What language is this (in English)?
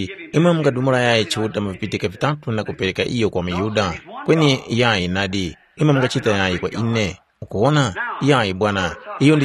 Tumbuka